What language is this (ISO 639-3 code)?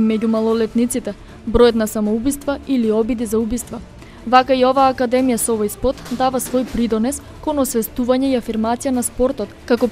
mkd